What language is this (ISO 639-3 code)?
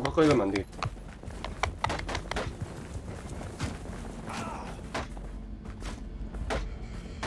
kor